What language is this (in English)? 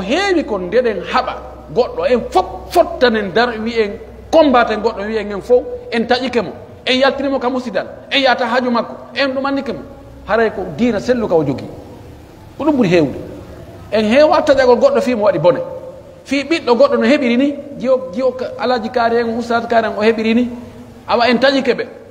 Pular